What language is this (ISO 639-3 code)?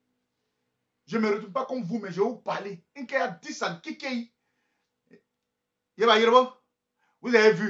fra